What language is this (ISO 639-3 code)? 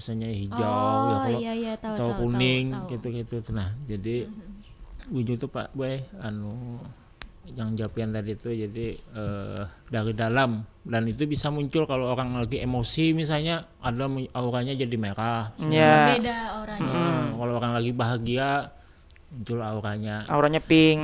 bjn